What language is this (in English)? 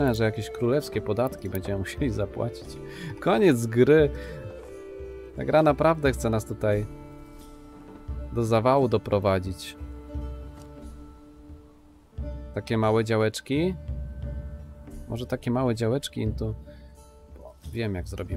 Polish